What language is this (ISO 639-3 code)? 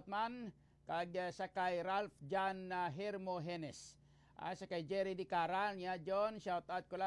hil